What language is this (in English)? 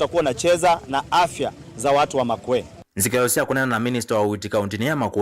Kamba